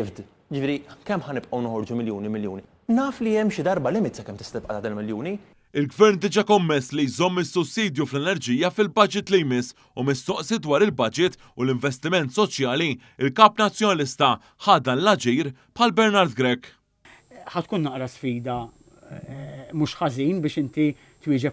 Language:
Maltese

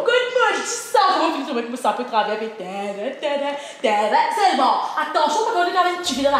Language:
Morisyen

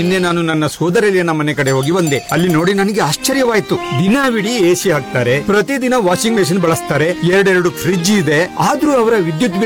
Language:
Kannada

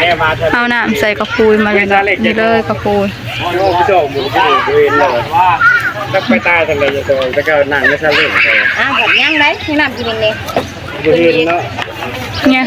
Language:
Northeastern Thai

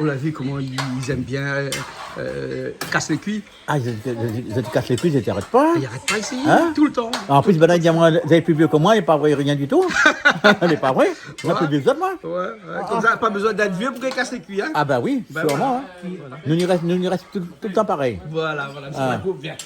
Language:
Réunion Creole French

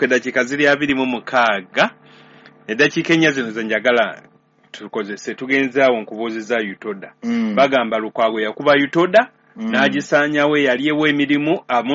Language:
Ganda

